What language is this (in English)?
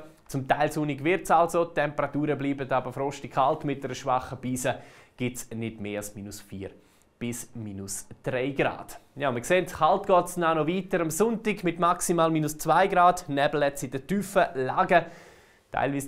Swiss German